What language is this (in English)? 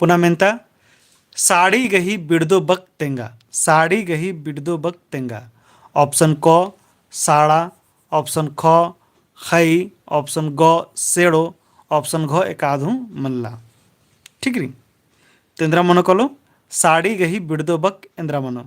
Kurukh